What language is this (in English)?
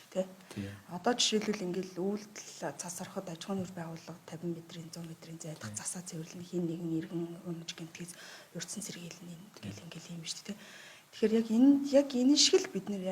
Mongolian